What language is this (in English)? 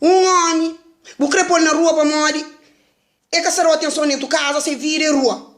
Kabuverdianu